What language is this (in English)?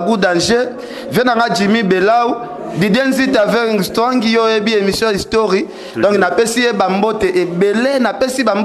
Lingala